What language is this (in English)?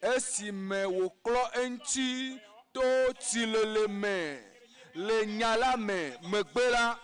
Ewe